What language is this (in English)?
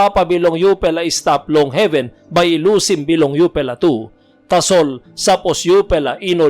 Tok Pisin